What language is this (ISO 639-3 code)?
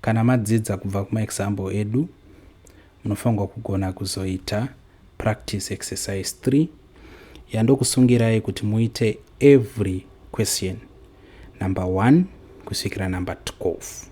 sna